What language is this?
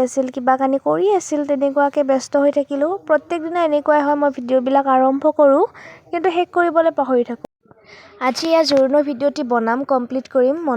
Assamese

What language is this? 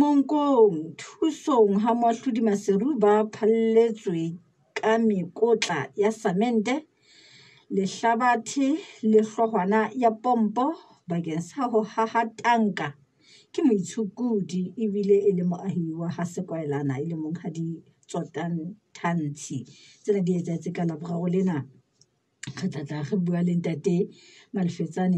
Southern Sotho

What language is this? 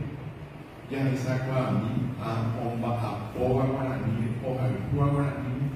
Guarani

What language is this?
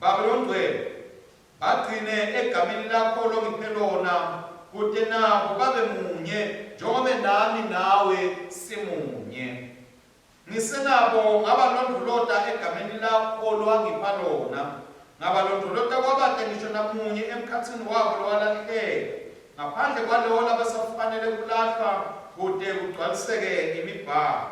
Swati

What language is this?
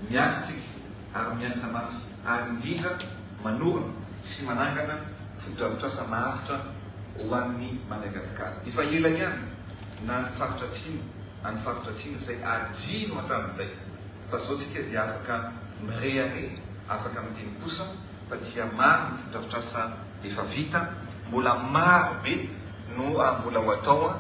Malagasy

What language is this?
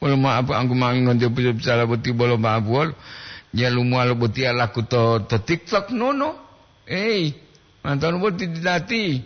Gorontalo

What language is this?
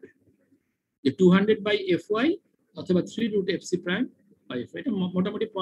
Bangla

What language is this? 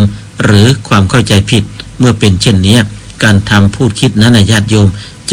Thai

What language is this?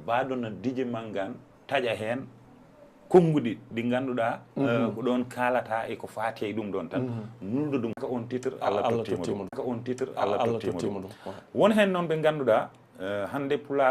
Fula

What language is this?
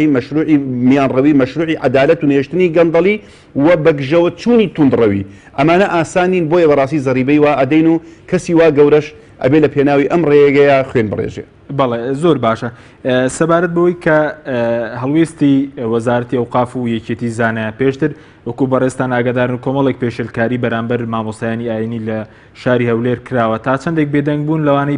Central Kurdish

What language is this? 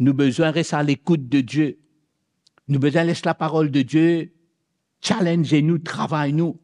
Morisyen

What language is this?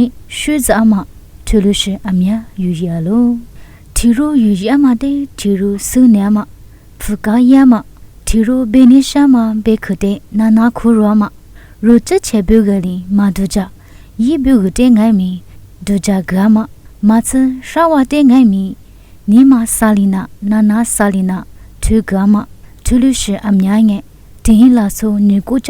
Lisu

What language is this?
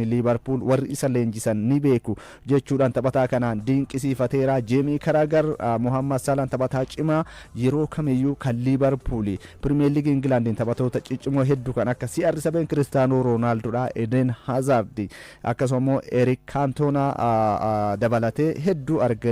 Oromo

